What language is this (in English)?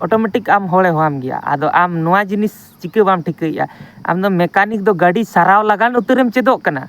Santali